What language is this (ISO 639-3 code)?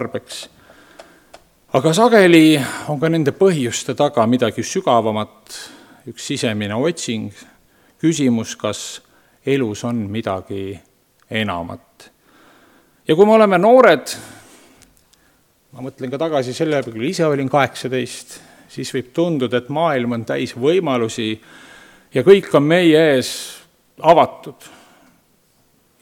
est